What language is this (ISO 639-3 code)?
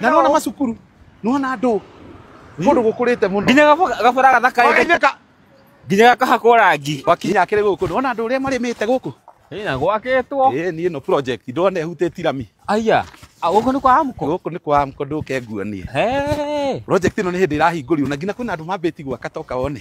kik